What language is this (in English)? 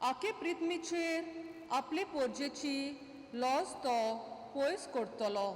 Konkani